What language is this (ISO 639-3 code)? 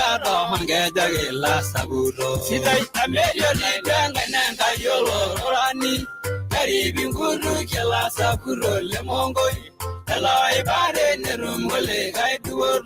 mas